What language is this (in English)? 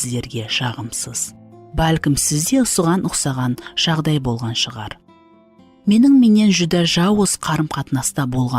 Kara-Kalpak